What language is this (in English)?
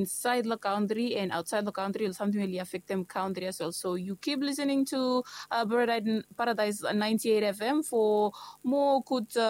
Bislama